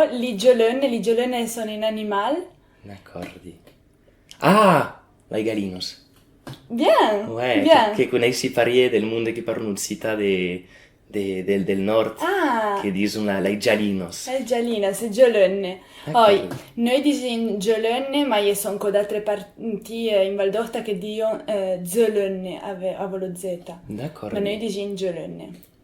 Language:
Occitan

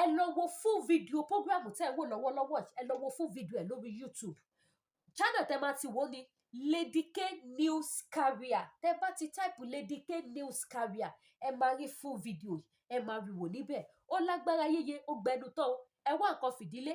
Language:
Yoruba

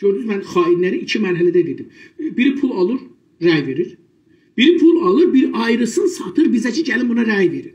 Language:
South Azerbaijani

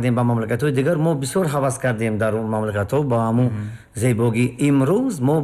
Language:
Tajik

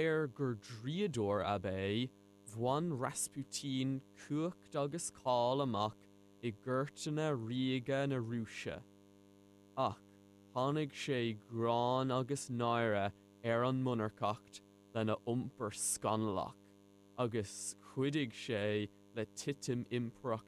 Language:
Irish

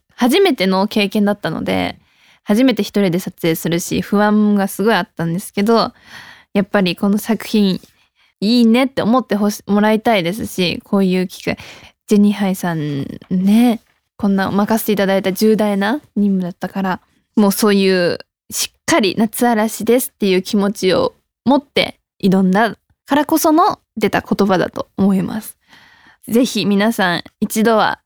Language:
Japanese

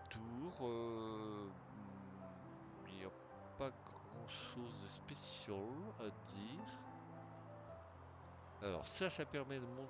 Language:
French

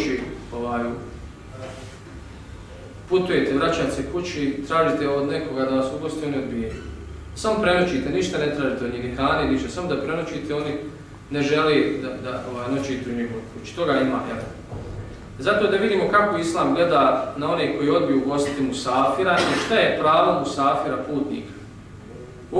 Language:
Bosnian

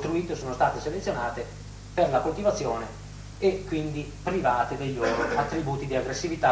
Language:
Italian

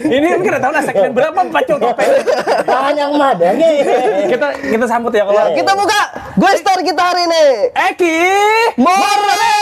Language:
Banjar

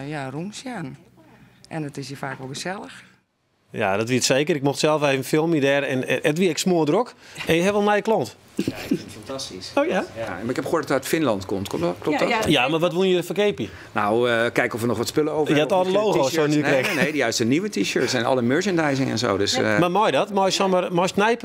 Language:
Western Frisian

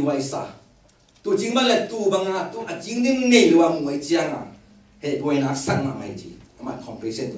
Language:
Tedim Chin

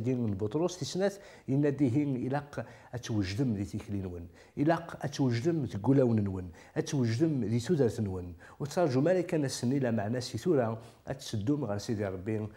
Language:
Kabyle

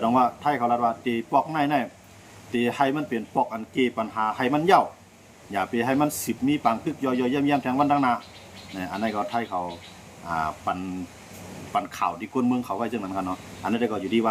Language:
Shan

